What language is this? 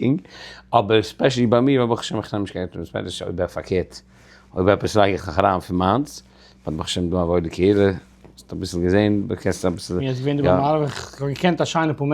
Yiddish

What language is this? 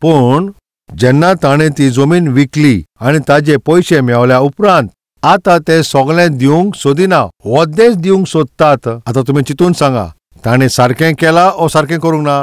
Konkani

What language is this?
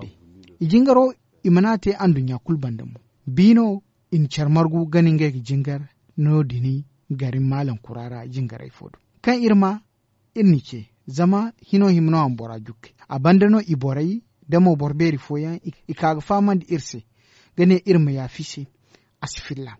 Zarma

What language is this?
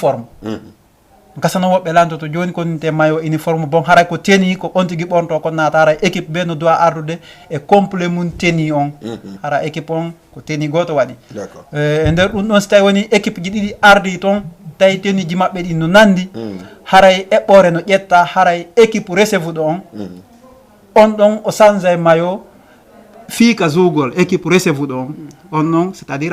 Fula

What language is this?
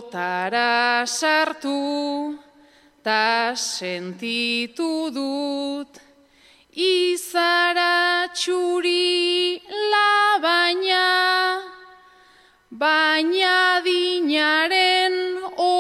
Basque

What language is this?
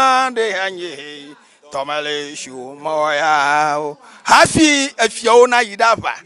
Ewe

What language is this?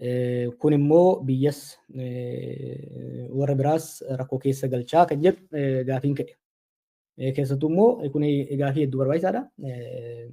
Oromo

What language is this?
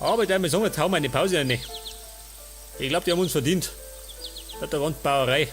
Bavarian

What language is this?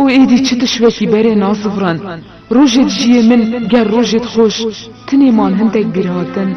Kurdish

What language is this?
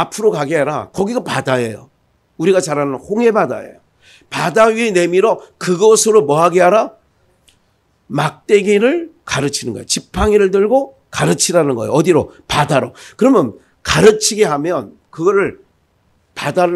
Korean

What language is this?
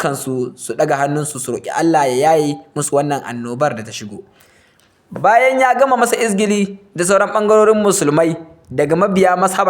Hausa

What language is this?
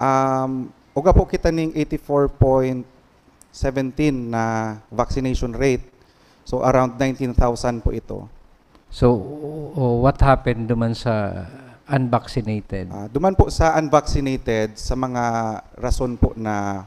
Bikol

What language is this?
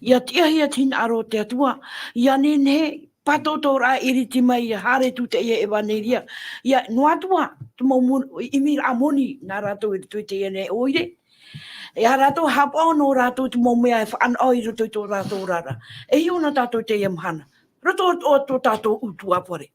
Tahitian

